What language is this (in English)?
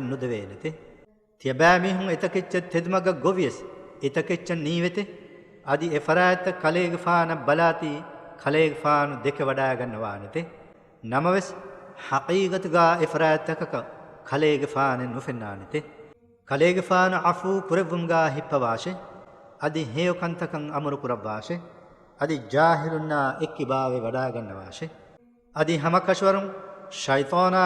Divehi